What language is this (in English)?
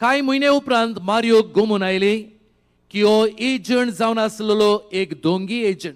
Konkani